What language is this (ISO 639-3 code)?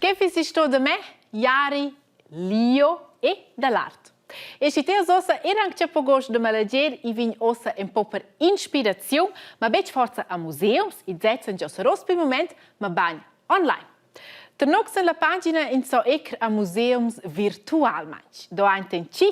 roh